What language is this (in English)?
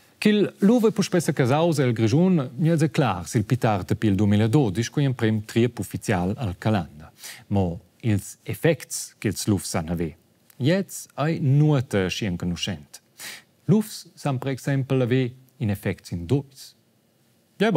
Romansh